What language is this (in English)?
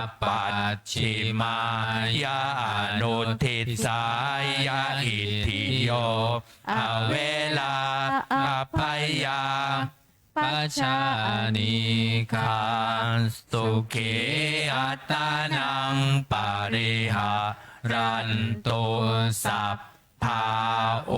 Pali